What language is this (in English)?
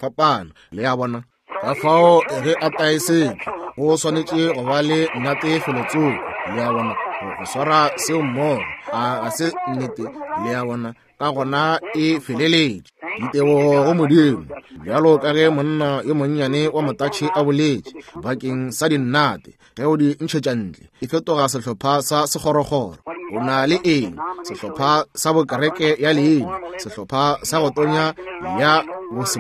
Northern Sotho